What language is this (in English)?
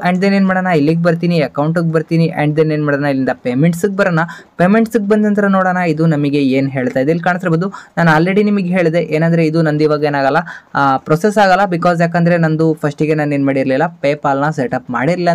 Kannada